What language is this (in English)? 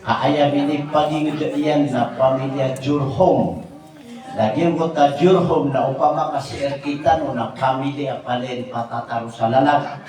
Maranao